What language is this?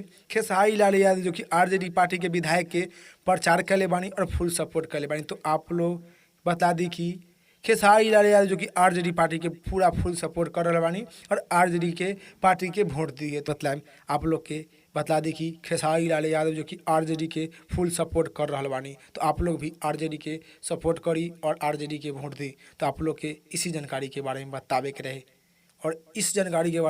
Bhojpuri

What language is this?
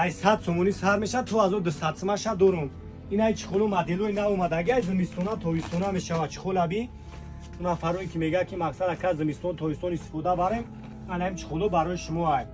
Tajik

